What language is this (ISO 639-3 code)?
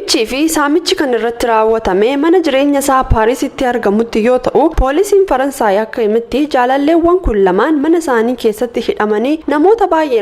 orm